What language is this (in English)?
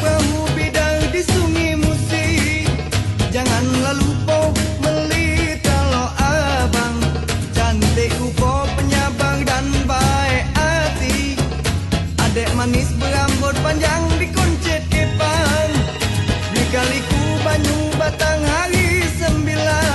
Musi